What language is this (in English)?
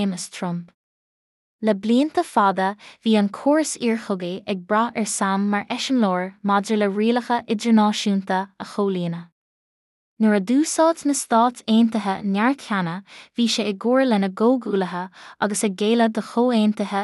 Irish